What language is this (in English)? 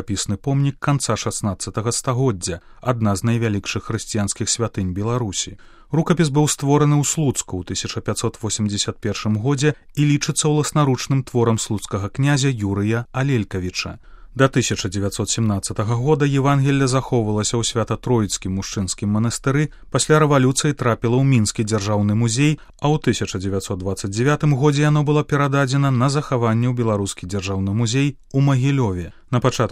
Belarusian